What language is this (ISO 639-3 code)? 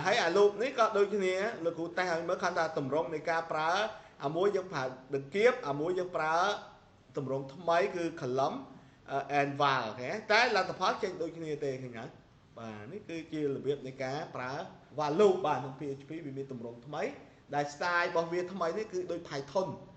khm